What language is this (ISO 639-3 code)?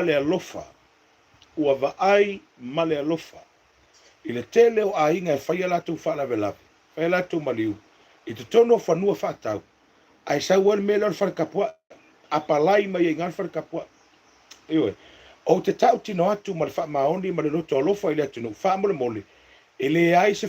smo